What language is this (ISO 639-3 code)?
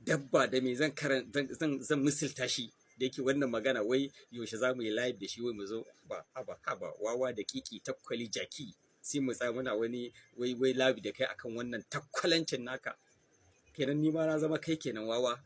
hau